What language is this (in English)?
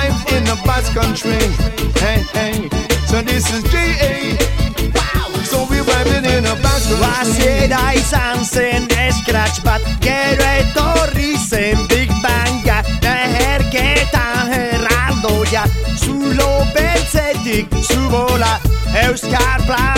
Basque